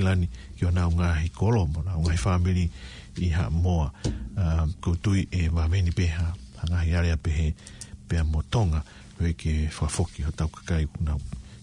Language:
Tongan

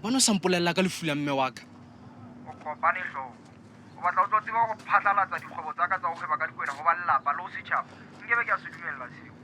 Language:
Southern Sotho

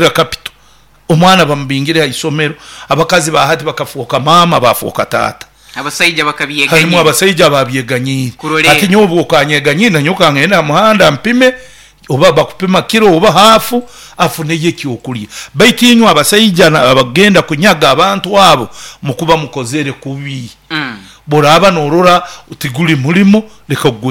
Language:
Nyoro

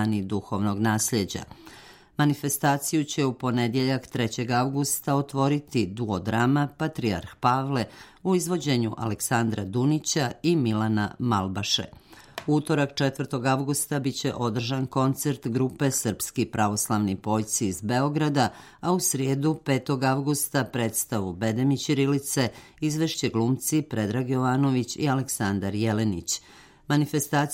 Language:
Serbian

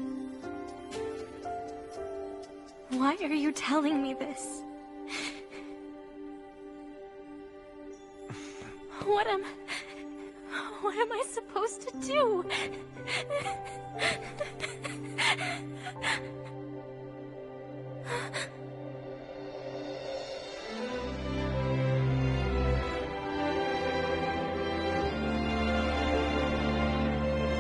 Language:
English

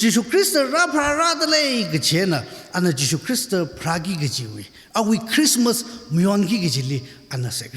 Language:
Tangkhul Naga (India)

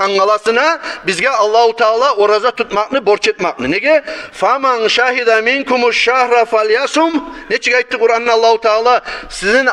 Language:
Kumyk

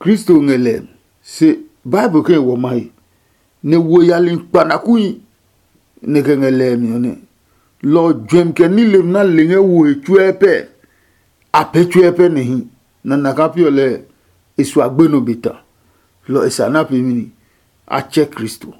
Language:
Adangme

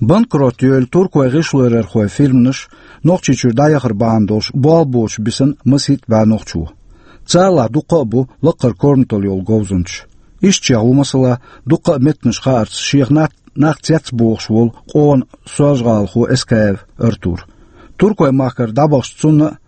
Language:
Chechen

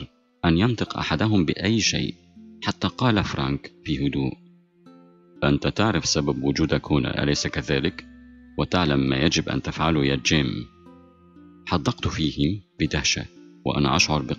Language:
Arabic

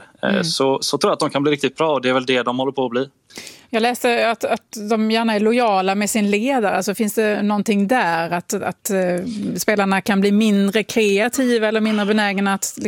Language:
Swedish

